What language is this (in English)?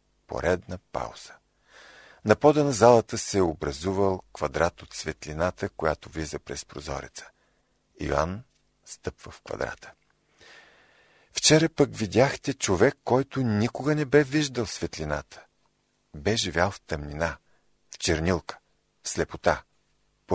Bulgarian